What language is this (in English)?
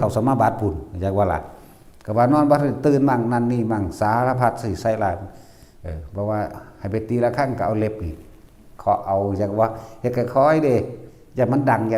Northeastern Thai